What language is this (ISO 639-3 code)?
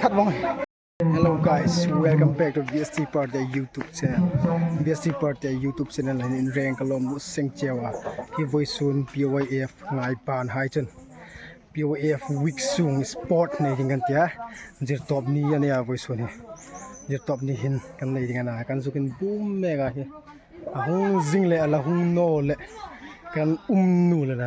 hmr